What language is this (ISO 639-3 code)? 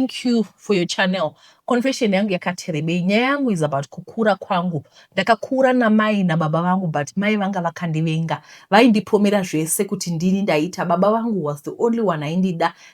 sna